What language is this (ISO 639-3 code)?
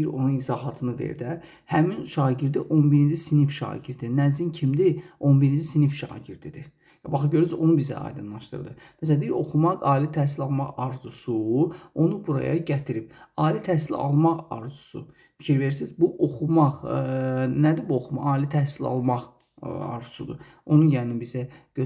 aze